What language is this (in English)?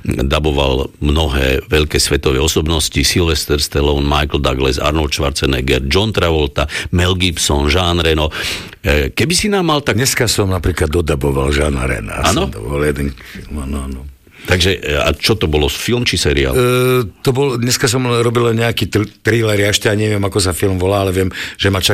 Slovak